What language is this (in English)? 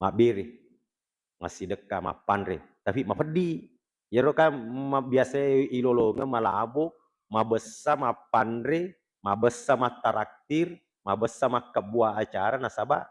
Buginese